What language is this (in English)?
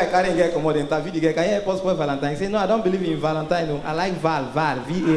Nigerian Pidgin